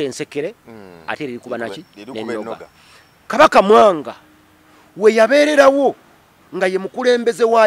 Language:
Ganda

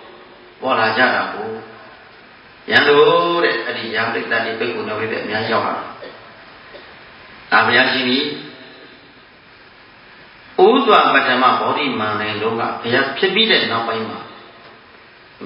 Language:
Burmese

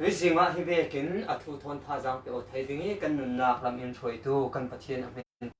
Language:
Falam Chin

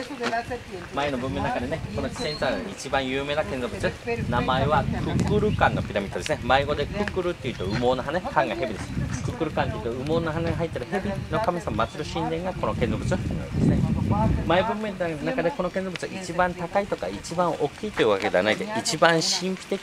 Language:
Japanese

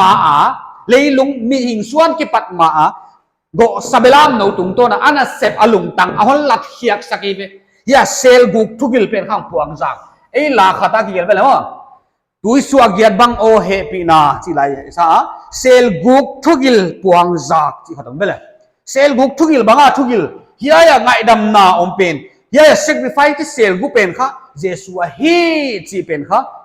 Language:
Paite Chin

